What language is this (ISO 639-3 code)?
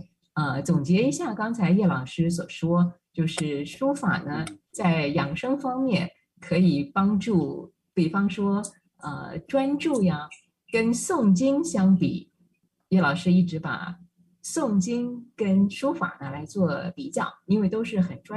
zho